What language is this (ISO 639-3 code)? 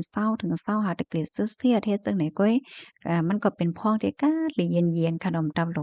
shn